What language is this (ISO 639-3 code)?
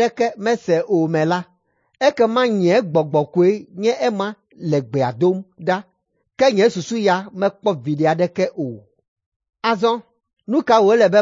ewe